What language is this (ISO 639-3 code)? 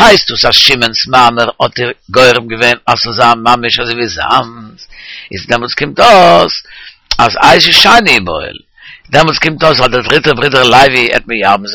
yid